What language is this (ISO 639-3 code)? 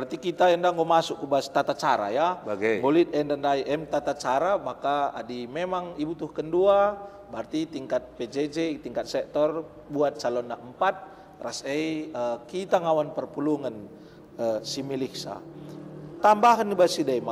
btx